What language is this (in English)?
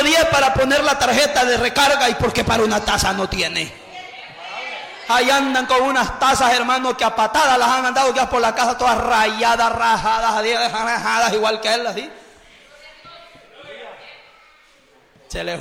Spanish